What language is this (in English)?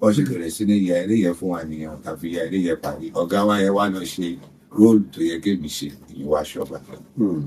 Yoruba